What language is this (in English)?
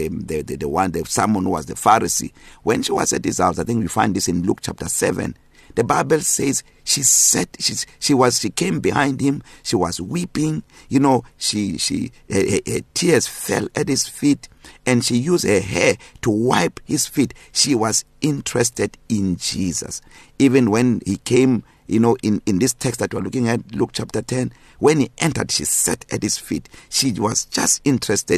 English